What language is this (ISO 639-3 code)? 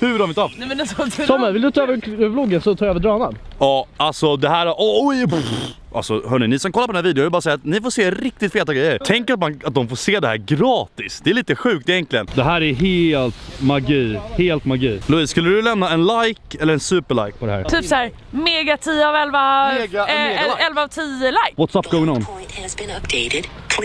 swe